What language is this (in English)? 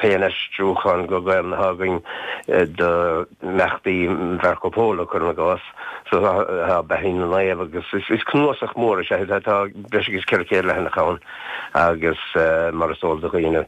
Irish